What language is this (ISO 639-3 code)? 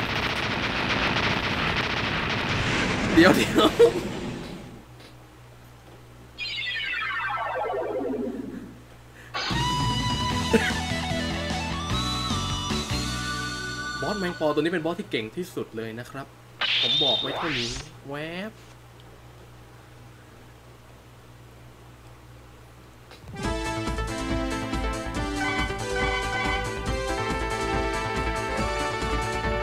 tha